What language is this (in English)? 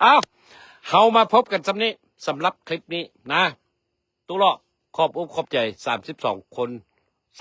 Lao